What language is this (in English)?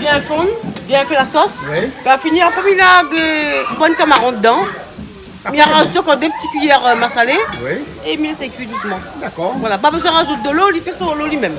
Réunion Creole French